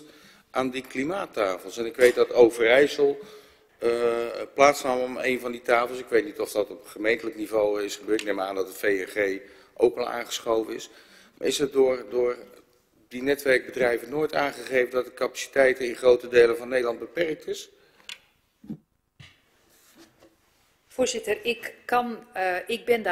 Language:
Dutch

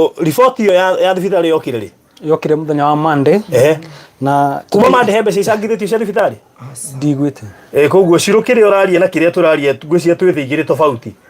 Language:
Kikuyu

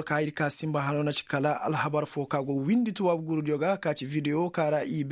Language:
Koyraboro Senni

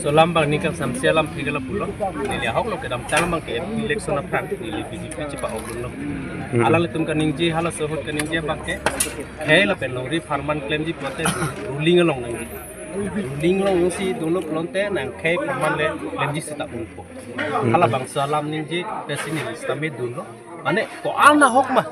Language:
Karbi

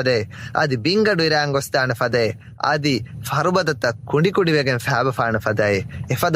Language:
Divehi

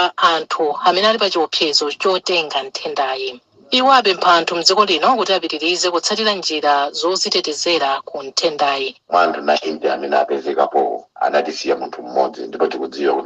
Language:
Nyanja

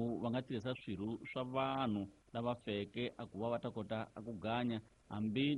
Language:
Tsonga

